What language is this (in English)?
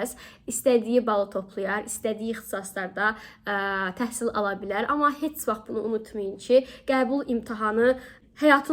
Azerbaijani